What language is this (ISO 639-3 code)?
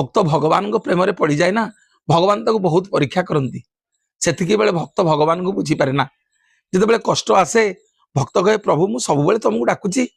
ori